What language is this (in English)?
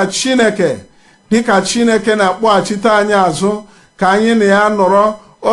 Igbo